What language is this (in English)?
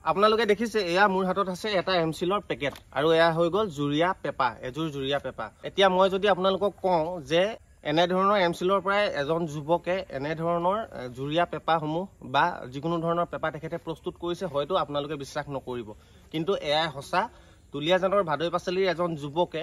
Assamese